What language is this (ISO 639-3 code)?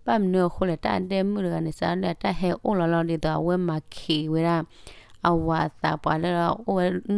ksw